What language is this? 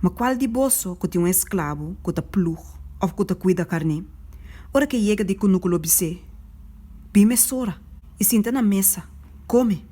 Papiamento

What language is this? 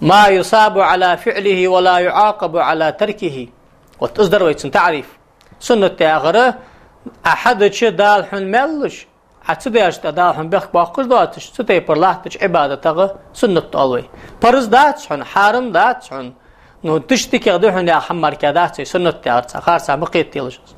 Ingush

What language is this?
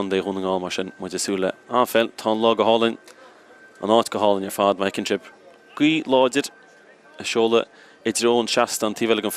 Irish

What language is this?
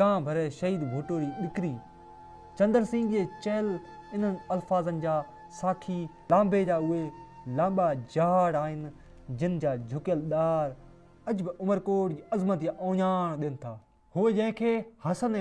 Sindhi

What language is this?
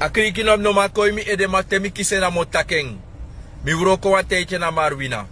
Sranan Tongo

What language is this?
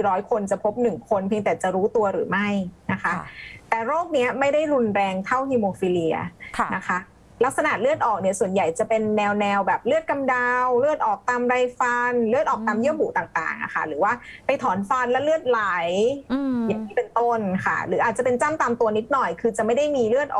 Thai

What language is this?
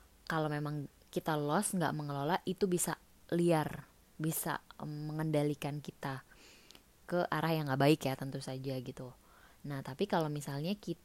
Indonesian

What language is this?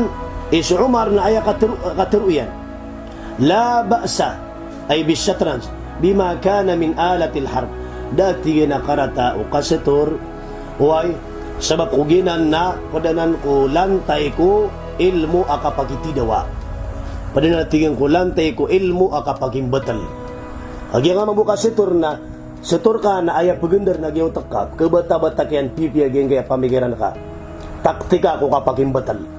Maranao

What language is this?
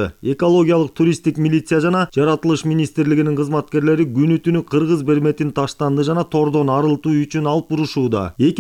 Kyrgyz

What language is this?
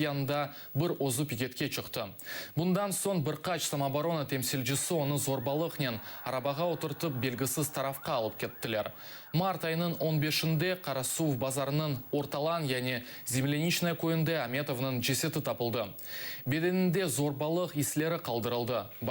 Crimean Tatar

